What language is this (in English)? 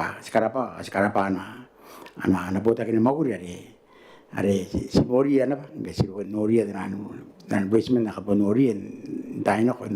Gilbertese